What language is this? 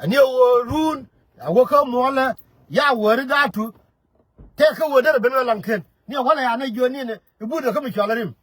Nuer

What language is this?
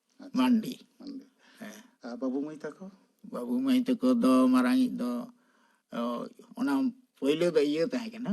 Santali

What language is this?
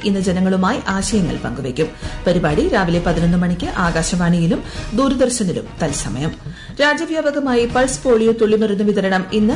Malayalam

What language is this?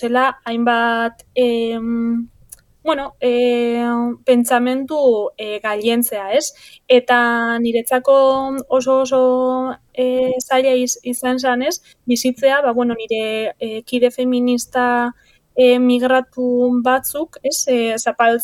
Basque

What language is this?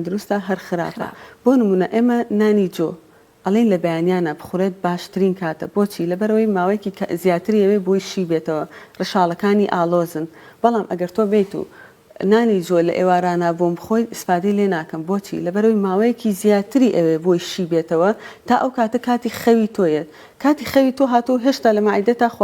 Central Kurdish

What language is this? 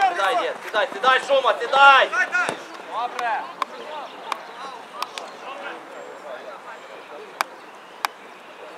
Ukrainian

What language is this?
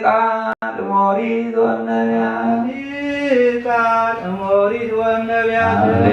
Geez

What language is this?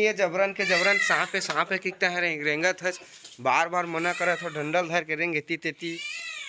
Chhattisgarhi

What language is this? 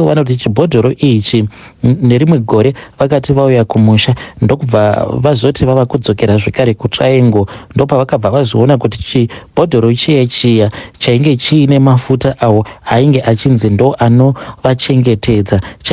Shona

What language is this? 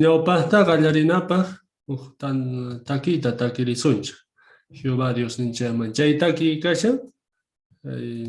South Bolivian Quechua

